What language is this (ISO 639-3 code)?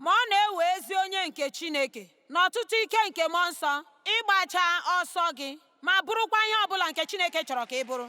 ibo